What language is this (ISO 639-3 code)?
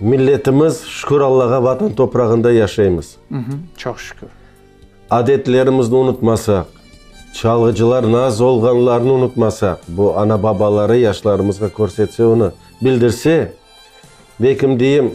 crh